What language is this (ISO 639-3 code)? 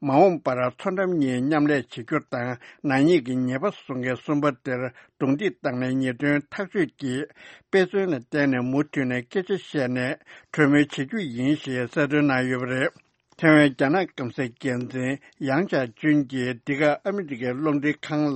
bod